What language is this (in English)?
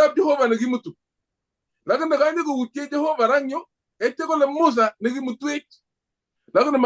Kalenjin